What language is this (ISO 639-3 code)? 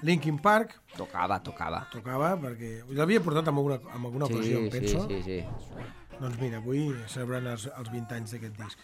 cat